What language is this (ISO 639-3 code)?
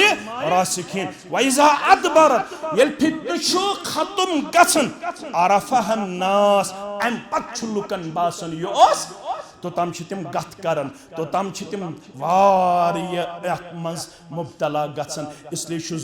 kas